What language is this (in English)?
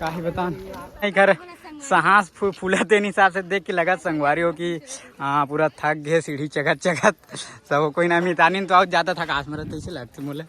Chhattisgarhi